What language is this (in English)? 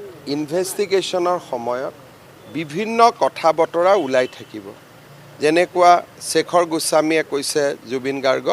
Assamese